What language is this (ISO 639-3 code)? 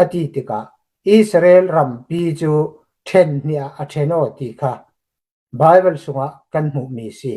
cnh